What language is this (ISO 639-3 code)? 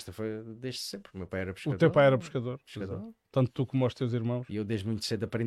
por